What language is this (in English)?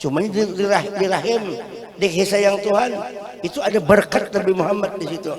Banjar